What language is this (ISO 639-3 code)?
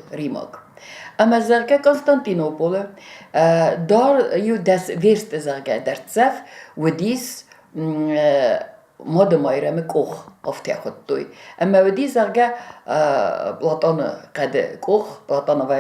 oss